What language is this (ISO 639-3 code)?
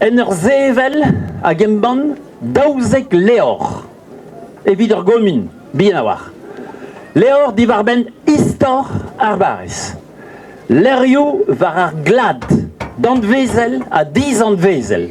bre